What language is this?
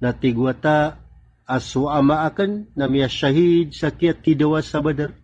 Maranao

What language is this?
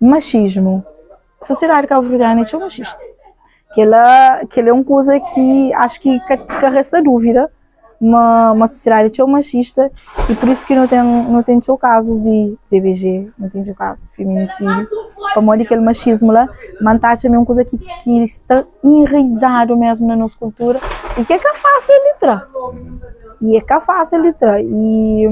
Kabuverdianu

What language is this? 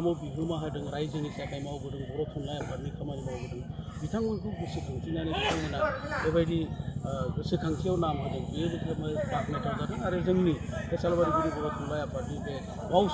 Bodo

